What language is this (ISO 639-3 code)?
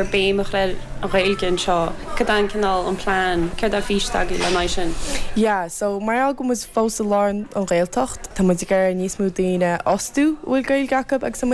gle